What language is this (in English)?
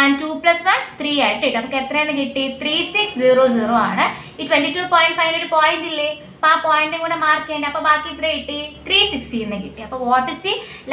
Malayalam